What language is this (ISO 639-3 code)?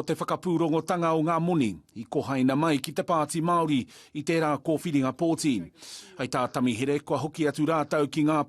mri